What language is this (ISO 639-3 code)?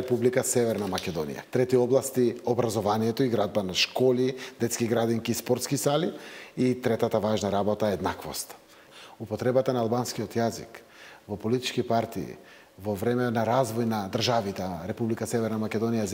mkd